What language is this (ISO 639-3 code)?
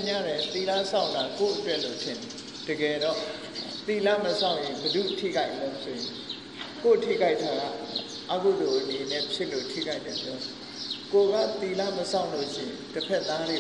mya